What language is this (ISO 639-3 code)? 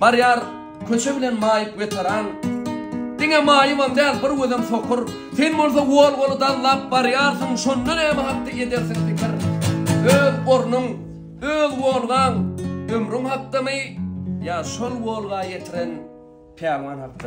tuk